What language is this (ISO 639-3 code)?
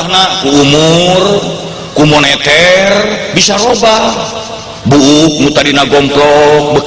sun